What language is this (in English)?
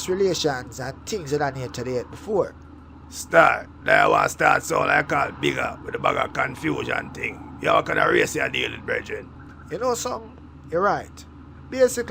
Jamaican Creole English